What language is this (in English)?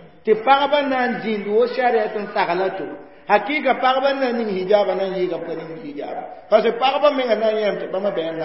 Mossi